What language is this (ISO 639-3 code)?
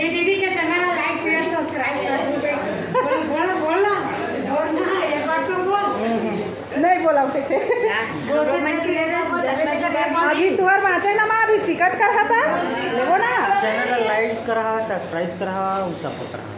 hne